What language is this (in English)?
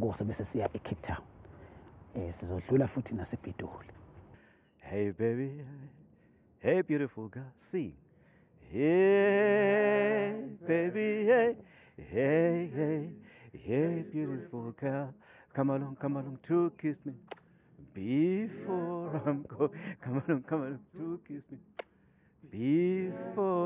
Zulu